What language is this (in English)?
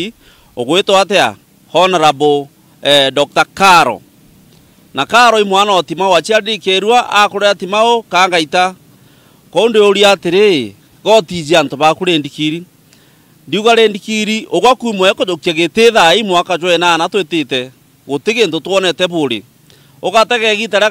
Meru